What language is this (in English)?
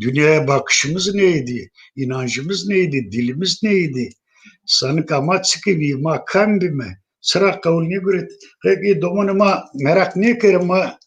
Zaza